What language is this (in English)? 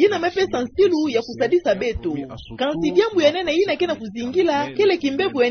Kituba (Democratic Republic of Congo)